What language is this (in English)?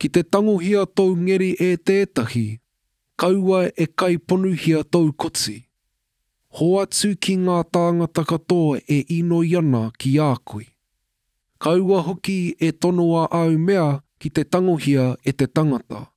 Māori